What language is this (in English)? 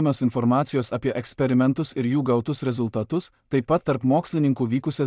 Lithuanian